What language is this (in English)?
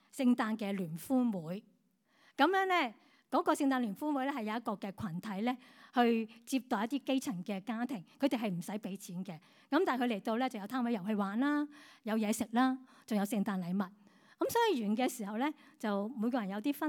Cantonese